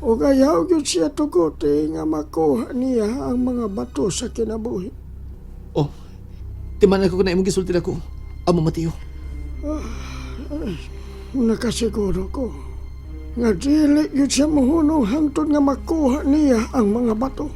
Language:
Cebuano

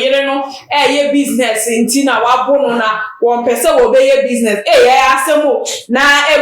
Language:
Akan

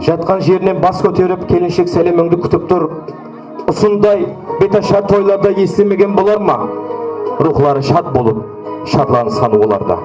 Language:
Kara-Kalpak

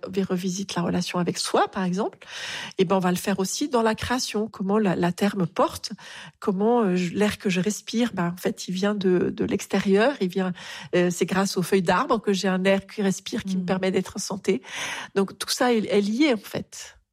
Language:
French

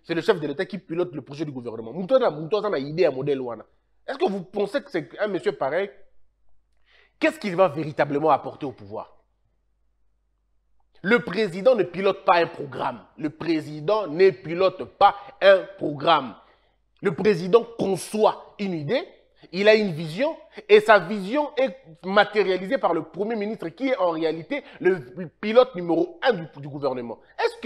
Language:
French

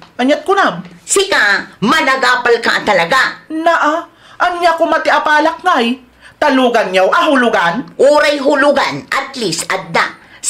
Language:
Iloko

